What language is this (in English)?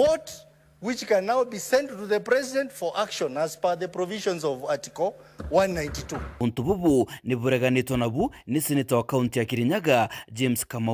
Meru